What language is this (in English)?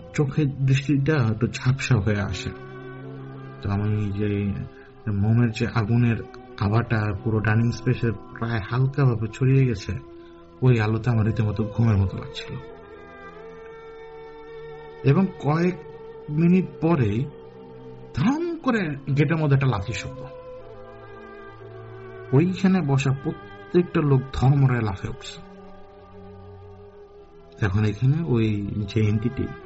Bangla